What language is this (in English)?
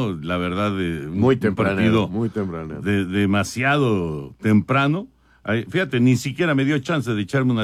Spanish